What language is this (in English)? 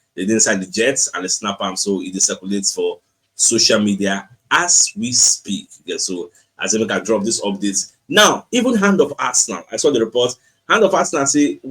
Nigerian Pidgin